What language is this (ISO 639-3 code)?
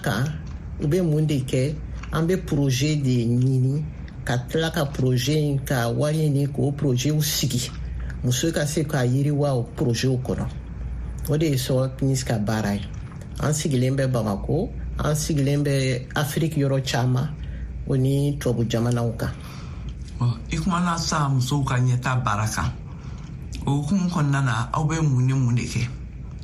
bam